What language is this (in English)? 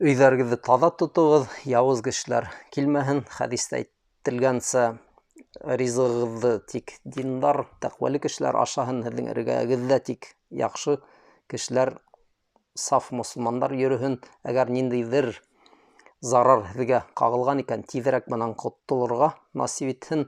Bashkir